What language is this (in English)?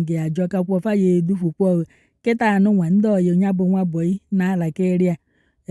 Igbo